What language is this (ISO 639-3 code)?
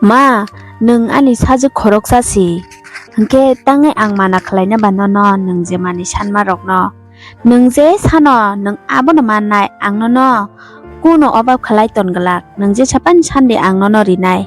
trp